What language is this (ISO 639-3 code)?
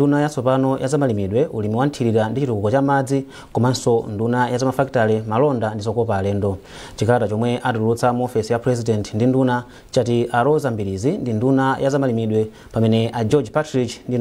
nya